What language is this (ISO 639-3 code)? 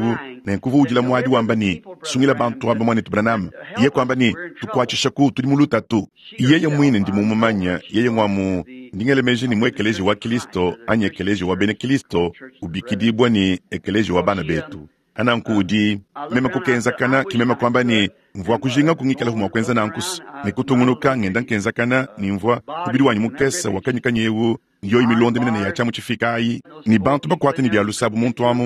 lua